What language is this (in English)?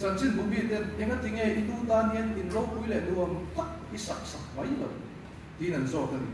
Mizo